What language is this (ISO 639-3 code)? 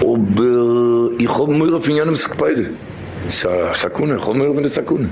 yid